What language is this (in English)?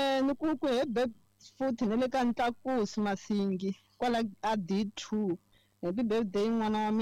Tsonga